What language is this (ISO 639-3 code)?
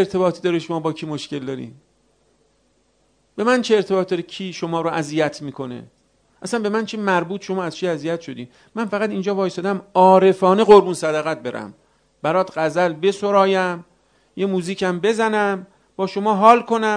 fas